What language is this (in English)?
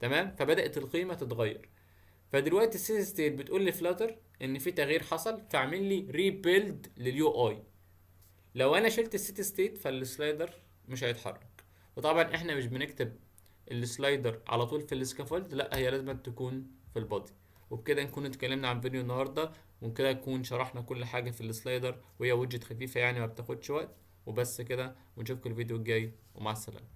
Egyptian Arabic